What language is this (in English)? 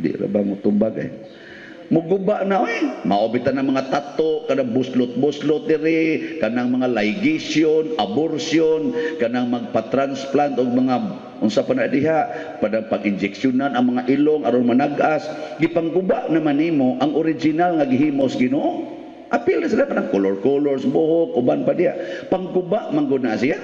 Cebuano